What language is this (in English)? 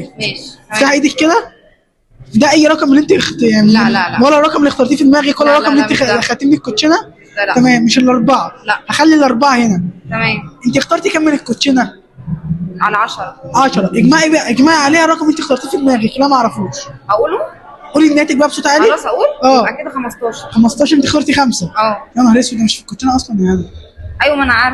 Egyptian Arabic